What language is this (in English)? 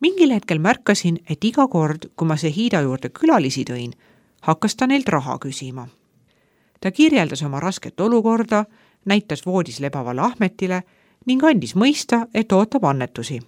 Estonian